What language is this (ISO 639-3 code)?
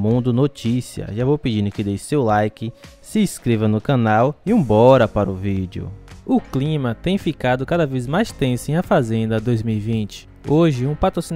por